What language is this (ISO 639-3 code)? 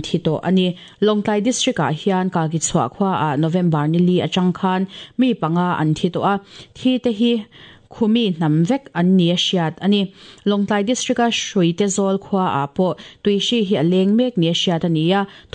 lus